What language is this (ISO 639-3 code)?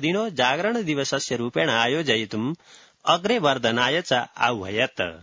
san